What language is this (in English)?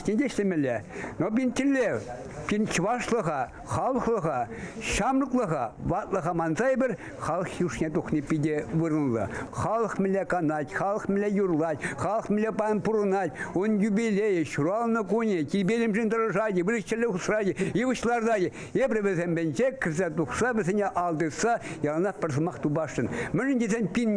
Chuvash